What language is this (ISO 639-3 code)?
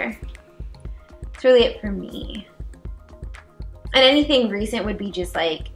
eng